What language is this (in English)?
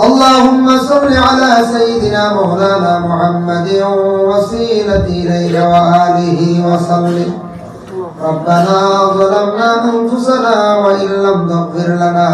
Sylheti